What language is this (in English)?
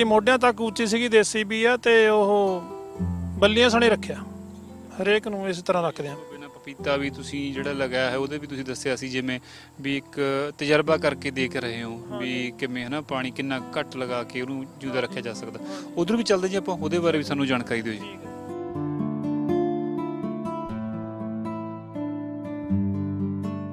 Punjabi